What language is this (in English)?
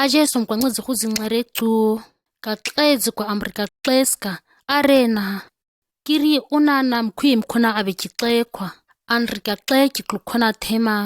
ǁGana